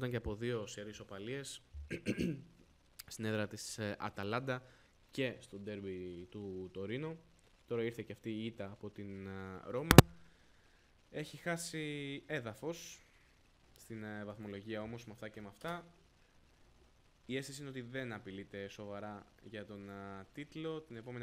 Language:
Greek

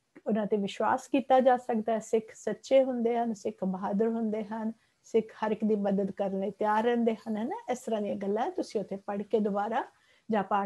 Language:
Punjabi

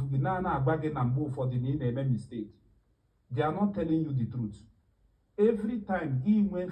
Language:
Igbo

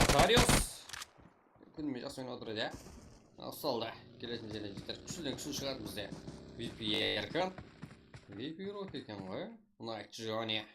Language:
Kara-Kalpak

